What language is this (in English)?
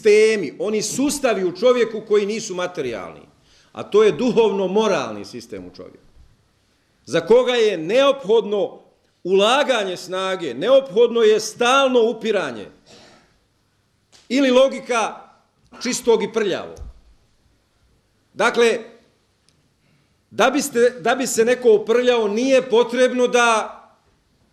Bosnian